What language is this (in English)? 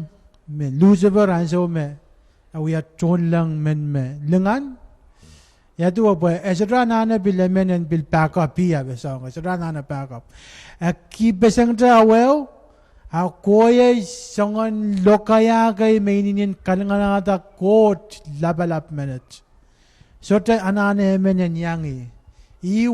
Pohnpeian